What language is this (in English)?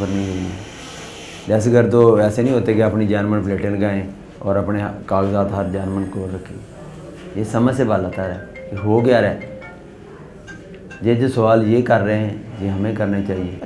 Urdu